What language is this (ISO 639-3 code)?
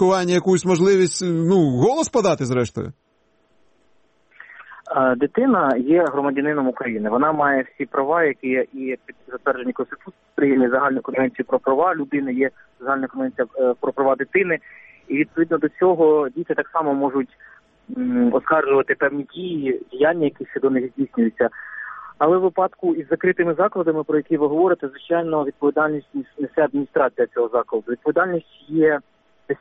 ukr